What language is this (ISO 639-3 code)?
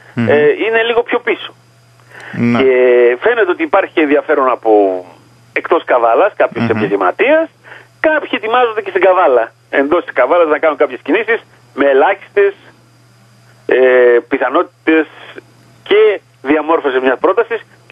ell